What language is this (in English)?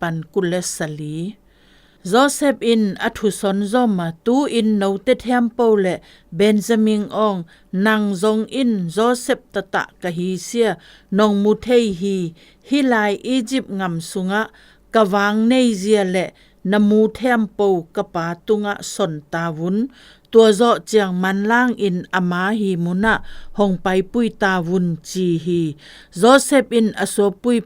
Zou